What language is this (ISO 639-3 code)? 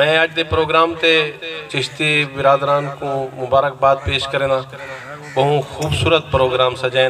skr